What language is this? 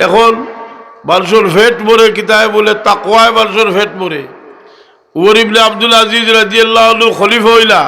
Sylheti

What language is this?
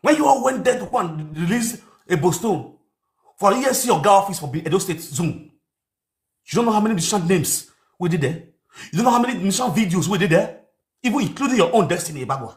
Nigerian Pidgin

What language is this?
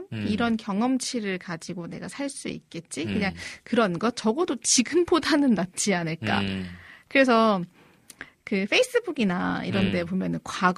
Korean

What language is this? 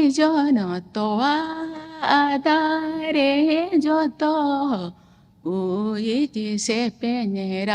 Santali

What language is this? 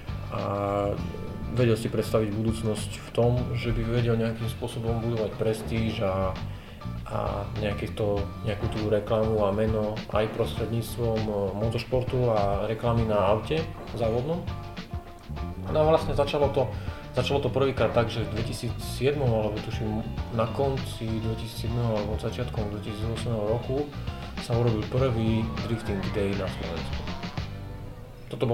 Slovak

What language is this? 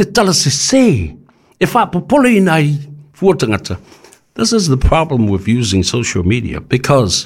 Samoan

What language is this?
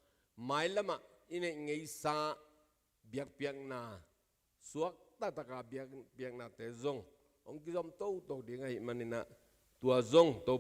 Tedim Chin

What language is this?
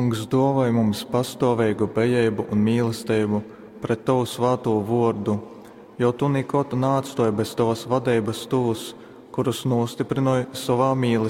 Latgalian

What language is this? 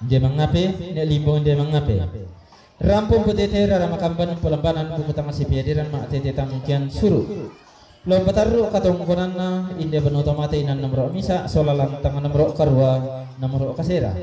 Toraja-Sa'dan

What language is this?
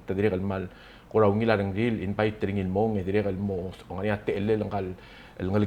Palauan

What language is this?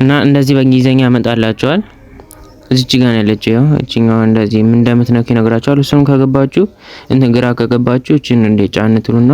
Amharic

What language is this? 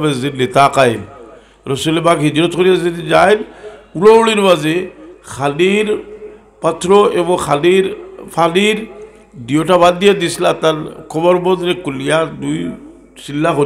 Sylheti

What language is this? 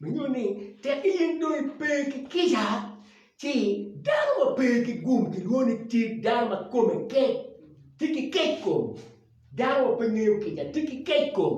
Acoli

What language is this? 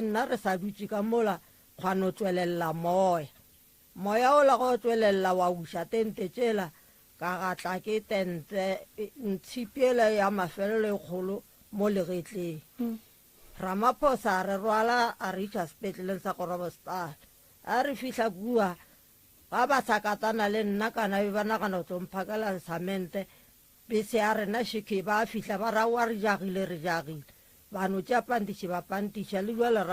Northern Sotho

